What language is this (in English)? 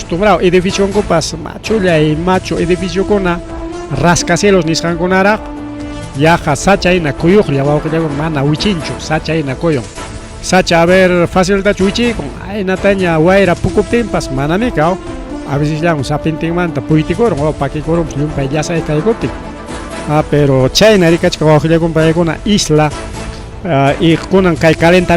Ayacucho Quechua